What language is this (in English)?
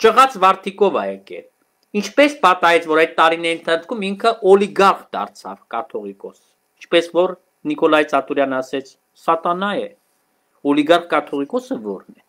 Armenian